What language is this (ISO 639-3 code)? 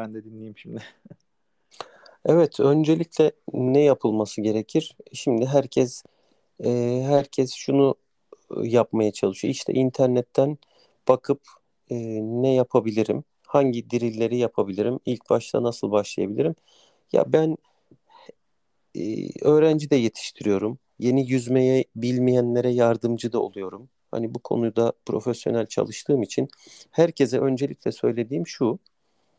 tur